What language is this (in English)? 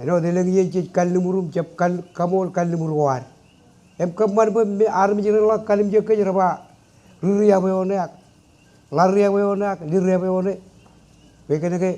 Marshallese